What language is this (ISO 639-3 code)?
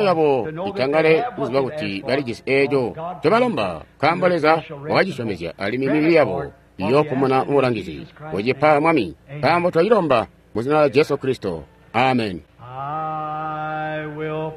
toi